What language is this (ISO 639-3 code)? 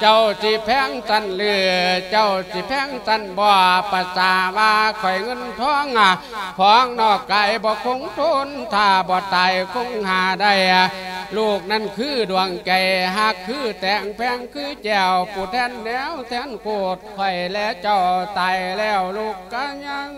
lao